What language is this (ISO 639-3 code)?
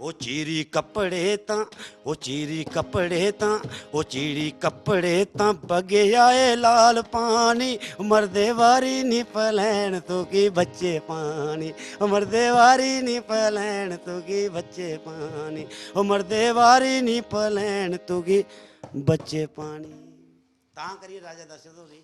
doi